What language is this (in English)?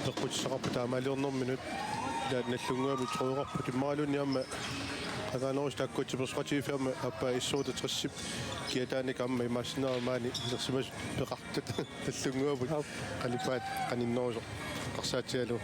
Kalaallisut